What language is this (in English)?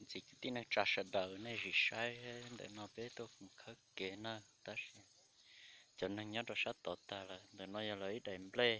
Hmong